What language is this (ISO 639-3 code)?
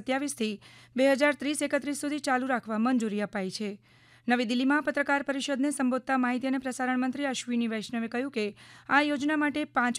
guj